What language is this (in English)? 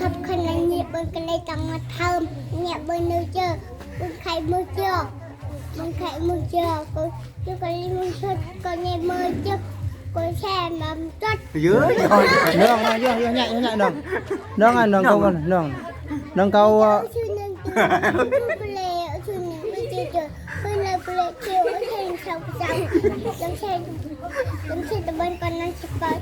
Eastern Bru